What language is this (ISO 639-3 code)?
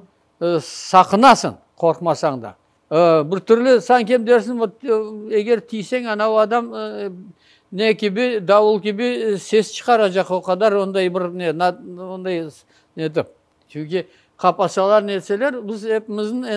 crh